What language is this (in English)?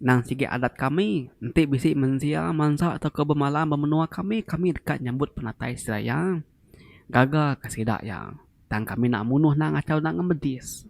Iban